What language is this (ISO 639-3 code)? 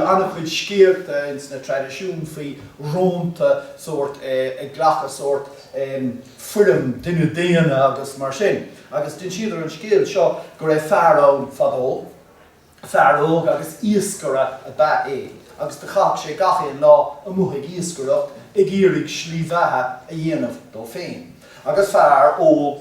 gle